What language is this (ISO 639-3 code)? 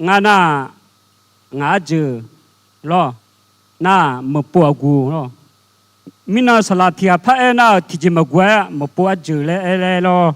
ahk